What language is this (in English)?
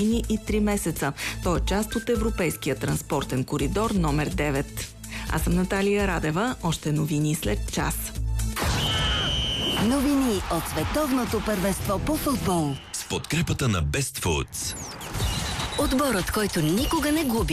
Bulgarian